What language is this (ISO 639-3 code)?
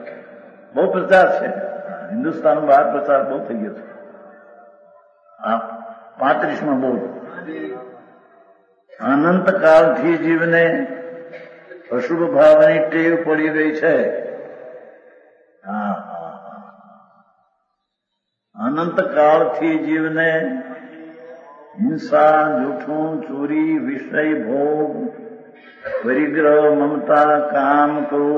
guj